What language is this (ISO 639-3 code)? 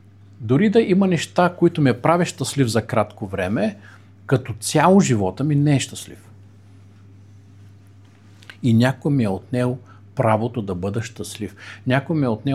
bul